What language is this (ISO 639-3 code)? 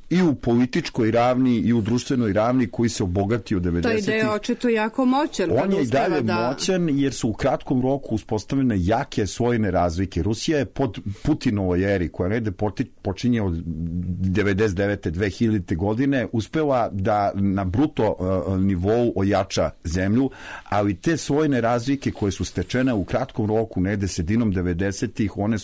srp